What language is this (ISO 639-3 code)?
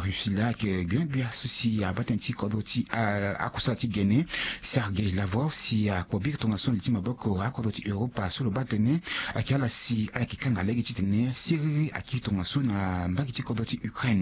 sag